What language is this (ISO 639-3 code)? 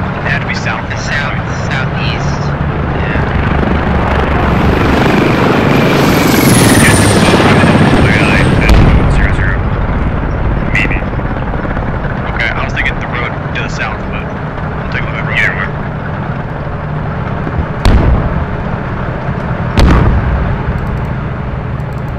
eng